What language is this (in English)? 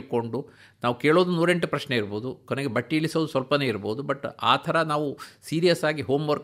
Kannada